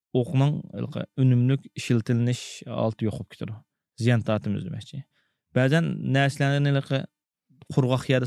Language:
Uyghur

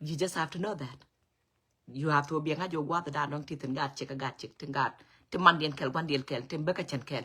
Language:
Nuer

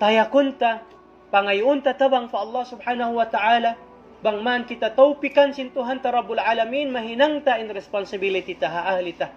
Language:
Tausug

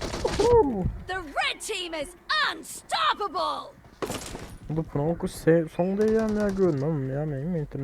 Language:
Turkmen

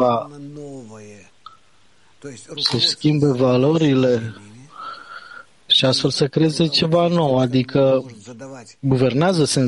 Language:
Romanian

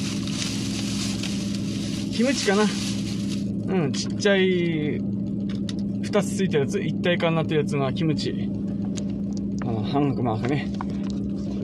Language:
Japanese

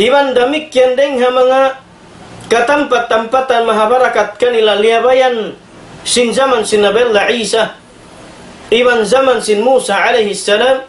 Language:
Tausug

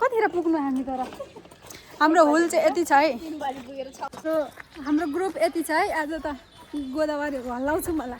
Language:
Nepali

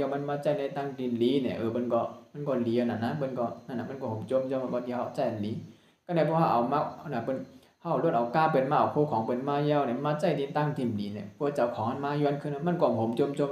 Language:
Shan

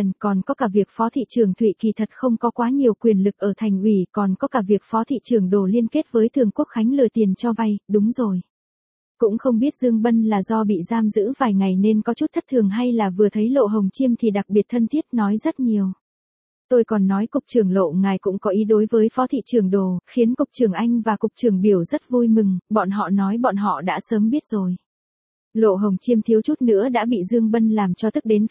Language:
Vietnamese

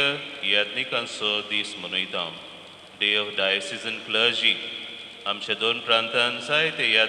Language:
Konkani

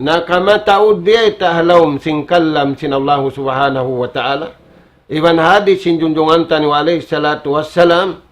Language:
Tausug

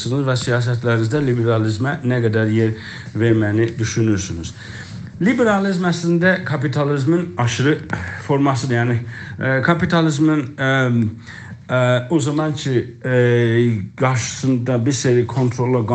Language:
South Azerbaijani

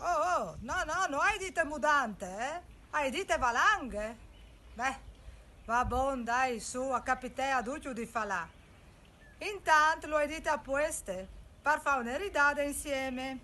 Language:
Friulian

